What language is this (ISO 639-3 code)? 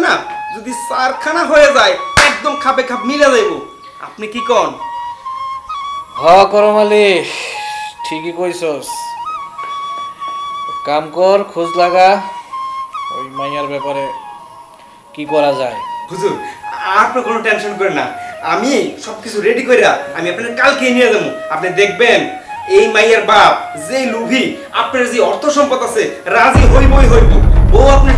ben